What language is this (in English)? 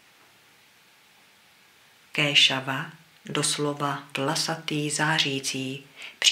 Czech